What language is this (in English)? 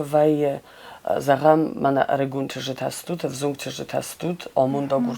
Ossetic